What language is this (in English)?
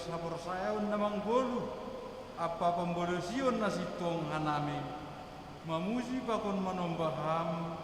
Batak Simalungun